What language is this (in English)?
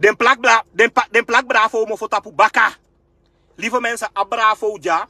Sranan Tongo